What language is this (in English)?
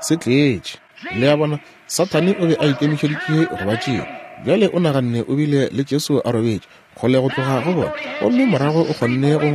Northern Sotho